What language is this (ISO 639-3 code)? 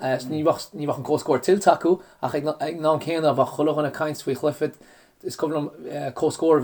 gle